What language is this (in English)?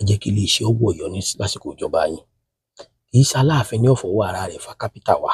Yoruba